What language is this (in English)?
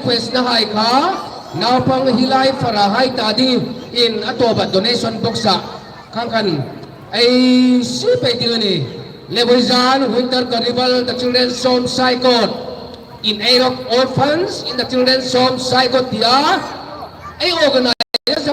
Hmar